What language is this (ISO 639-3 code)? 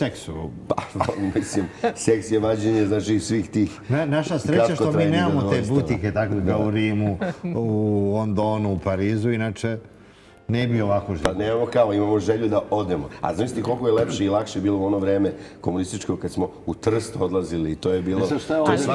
srp